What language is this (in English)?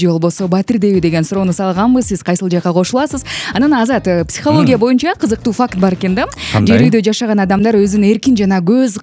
Kyrgyz